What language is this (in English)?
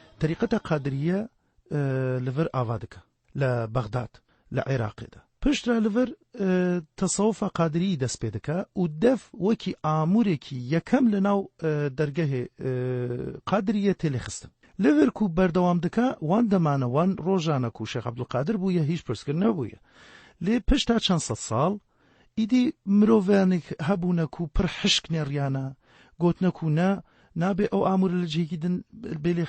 Kurdish